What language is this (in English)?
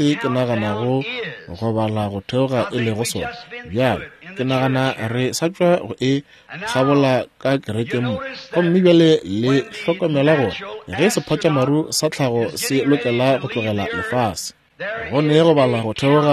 Northern Sotho